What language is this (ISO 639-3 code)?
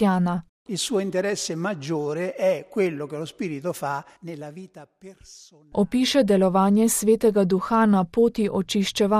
slv